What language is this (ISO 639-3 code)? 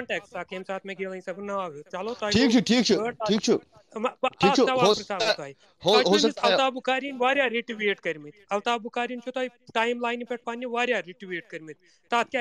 kas